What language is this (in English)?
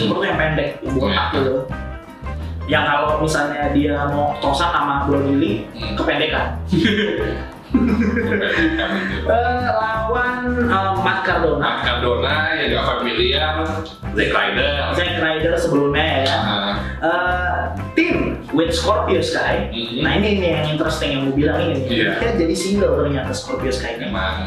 Indonesian